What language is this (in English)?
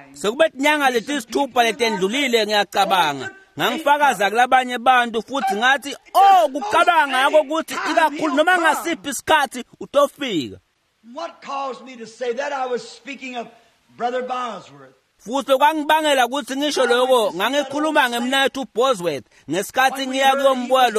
Swati